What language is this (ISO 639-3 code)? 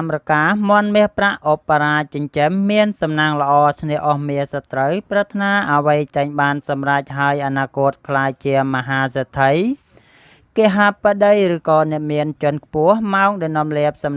khm